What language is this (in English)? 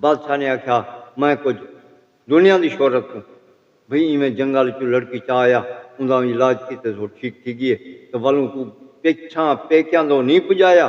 Saraiki